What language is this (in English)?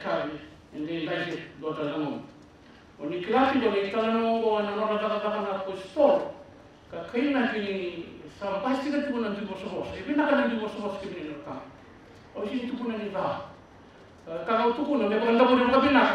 Fijian